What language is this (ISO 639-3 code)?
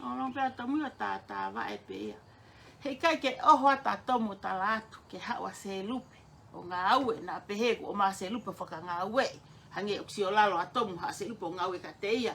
ton